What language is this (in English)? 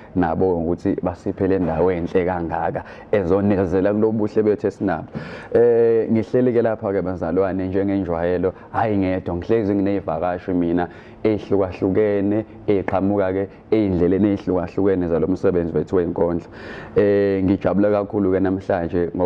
Zulu